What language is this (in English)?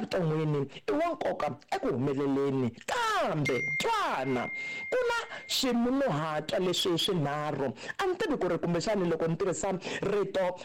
Tsonga